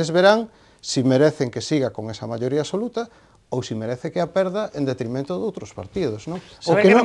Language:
Galician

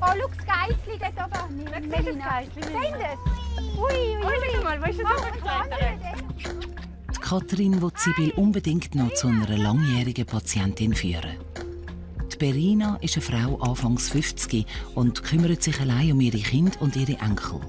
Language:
Swiss German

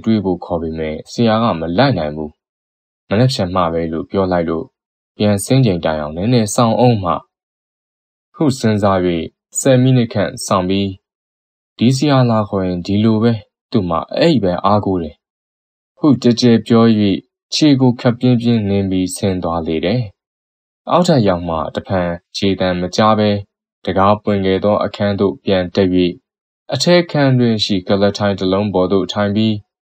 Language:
Burmese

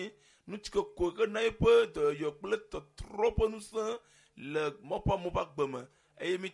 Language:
Ewe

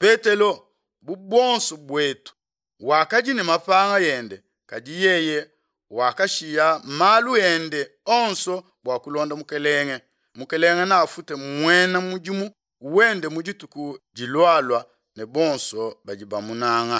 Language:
Luba-Lulua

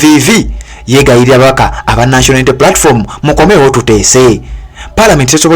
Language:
Ganda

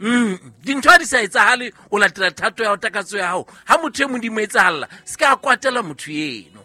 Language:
Southern Sotho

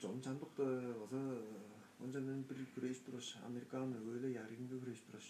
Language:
Tuvinian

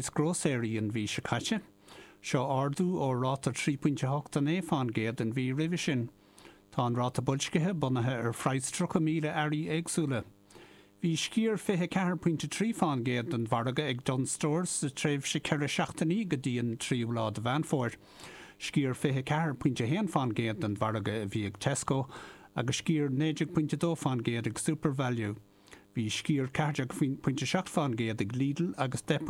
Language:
Irish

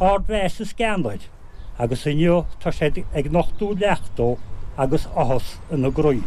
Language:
Irish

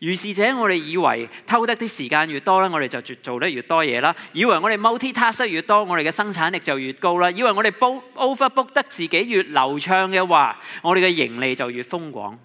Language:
Cantonese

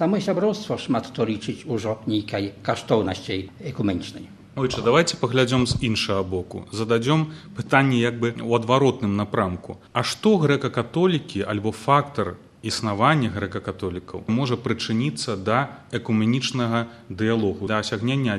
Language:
Belarusian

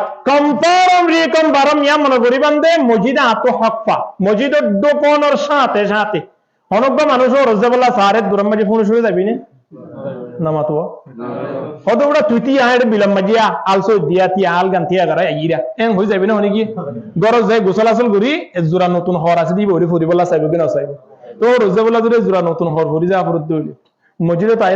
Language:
Rohingya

